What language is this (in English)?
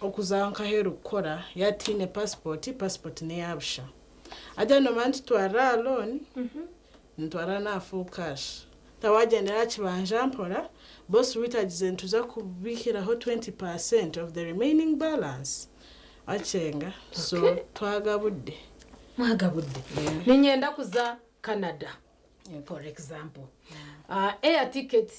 Nyankole